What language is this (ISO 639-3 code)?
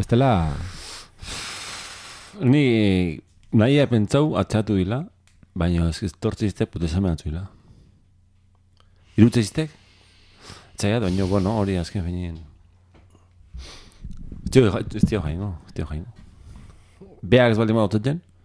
eus